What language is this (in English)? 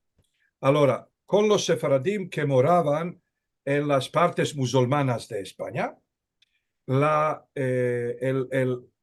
Ladino